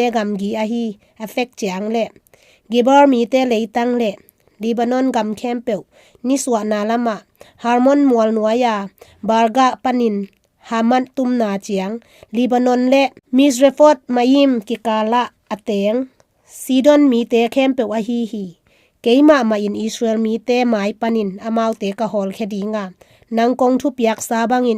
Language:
Tedim Chin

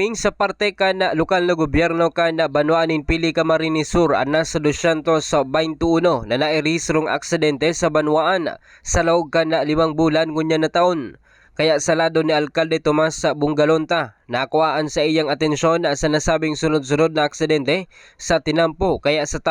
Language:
Bikol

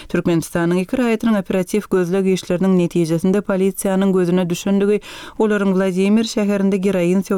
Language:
Turkmen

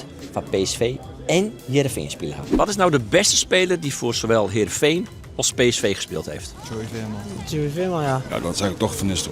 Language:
Western Frisian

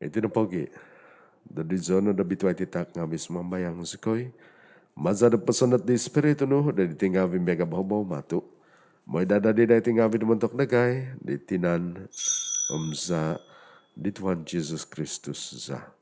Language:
Central Dusun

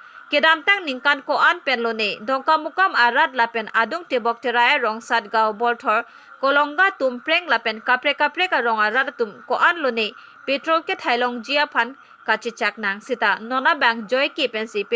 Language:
Karbi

